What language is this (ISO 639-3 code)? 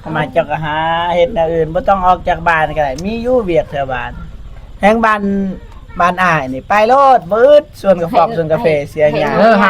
tts